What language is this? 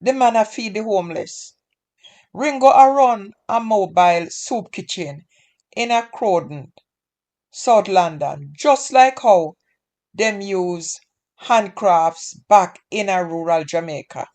Jamaican Creole English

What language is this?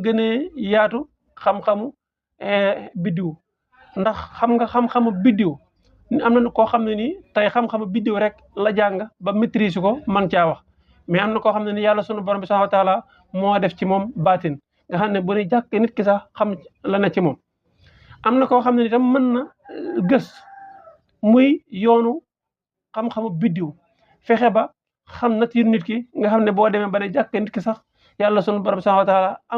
Wolof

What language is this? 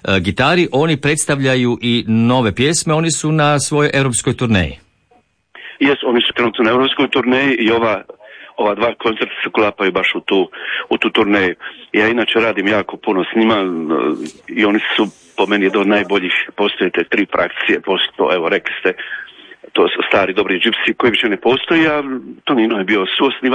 Croatian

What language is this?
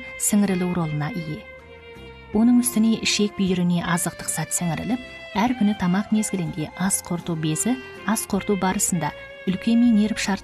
Kazakh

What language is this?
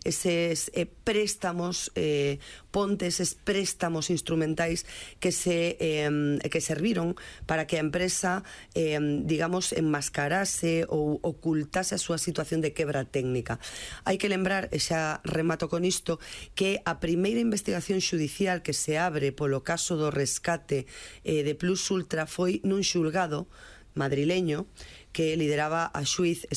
Galician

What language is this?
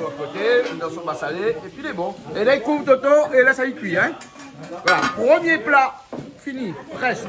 Réunion Creole French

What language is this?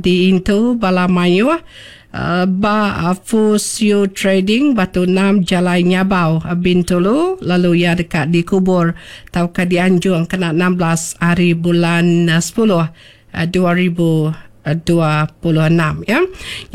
Iban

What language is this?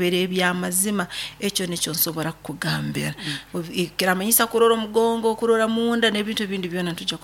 Nyoro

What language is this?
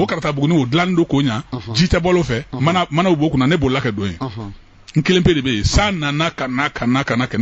Bambara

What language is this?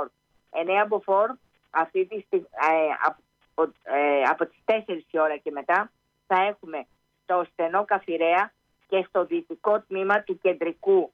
Greek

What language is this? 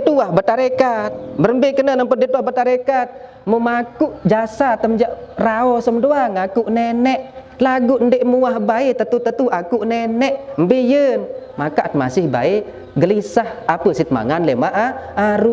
Sasak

